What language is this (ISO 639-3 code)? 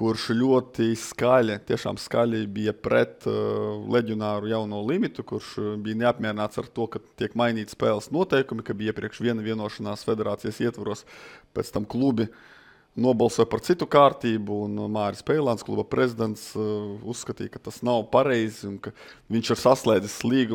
lav